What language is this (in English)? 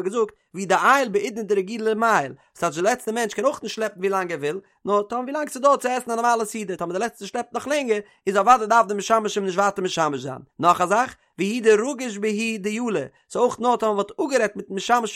Yiddish